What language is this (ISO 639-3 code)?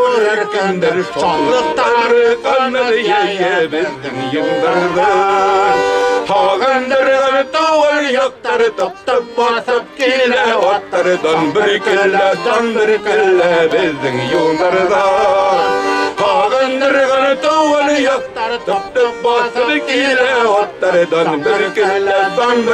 bak